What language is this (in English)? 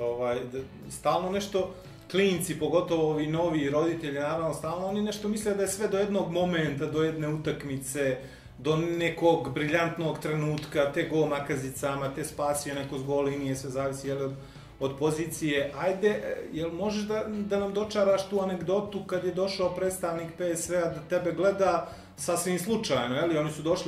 Bosnian